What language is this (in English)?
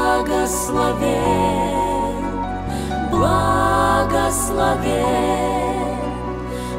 Russian